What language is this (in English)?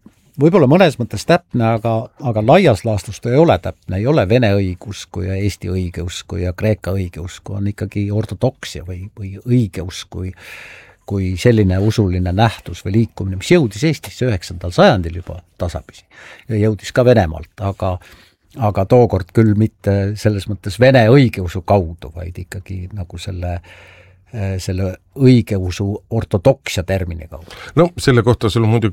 Estonian